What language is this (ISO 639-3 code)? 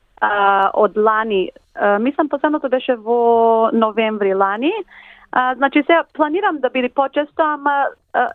mkd